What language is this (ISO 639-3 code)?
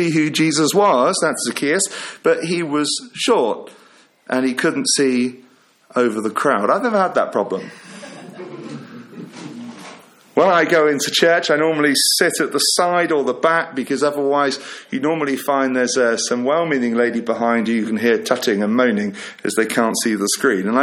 eng